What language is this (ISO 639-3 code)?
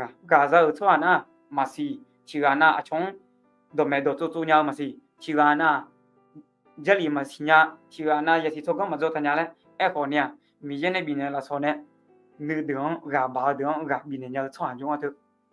ahk